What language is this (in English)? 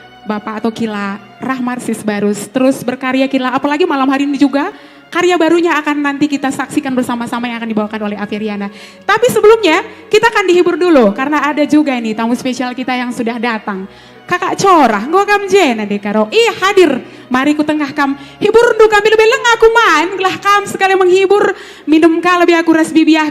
Batak Karo